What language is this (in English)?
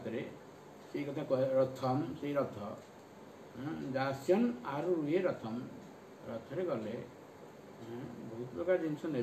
Odia